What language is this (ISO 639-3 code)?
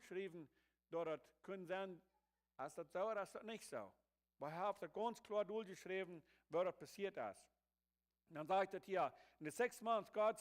pdt